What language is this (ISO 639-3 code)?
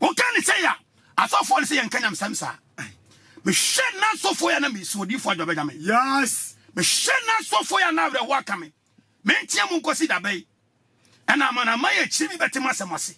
aka